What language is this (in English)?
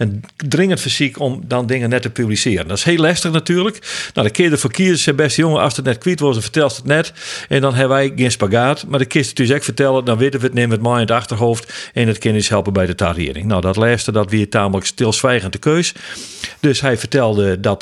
Western Frisian